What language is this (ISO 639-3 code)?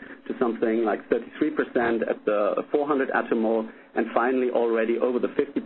eng